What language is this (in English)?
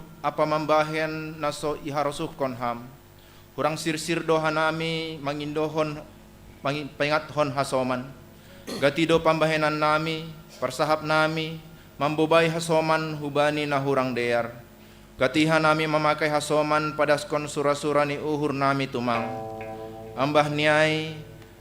Batak Simalungun